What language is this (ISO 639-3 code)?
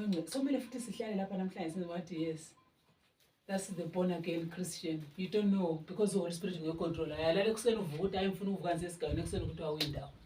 nde